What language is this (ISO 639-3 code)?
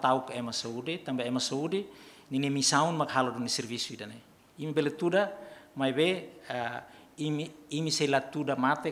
tet